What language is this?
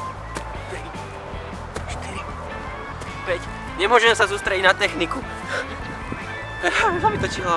Slovak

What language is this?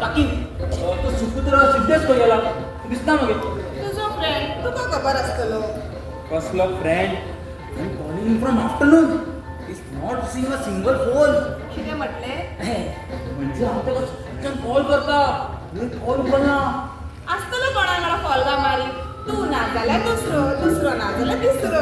Konkani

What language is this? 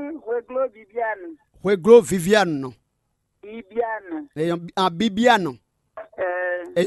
Fon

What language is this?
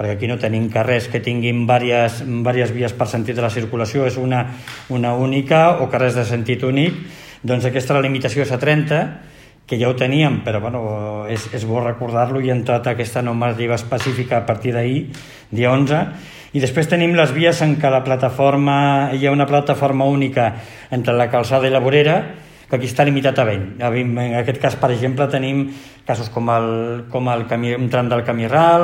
Catalan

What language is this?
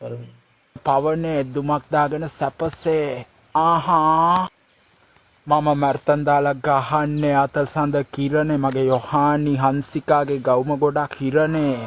Sinhala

